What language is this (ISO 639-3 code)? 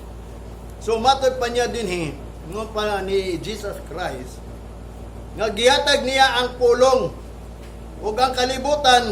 ceb